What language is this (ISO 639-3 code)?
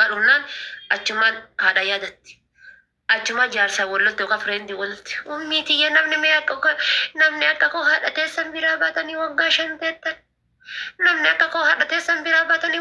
orm